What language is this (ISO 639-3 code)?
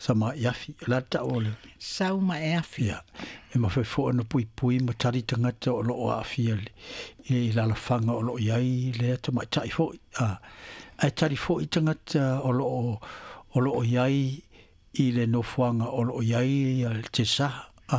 smo